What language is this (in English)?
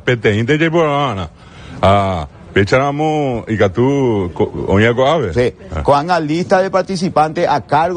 Guarani